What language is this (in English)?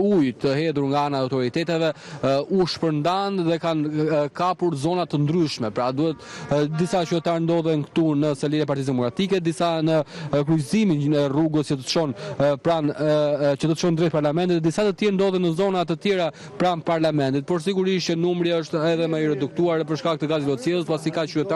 Albanian